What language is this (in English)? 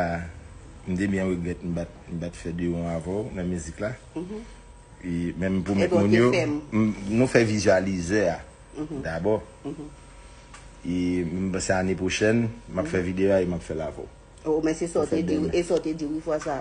Haitian Creole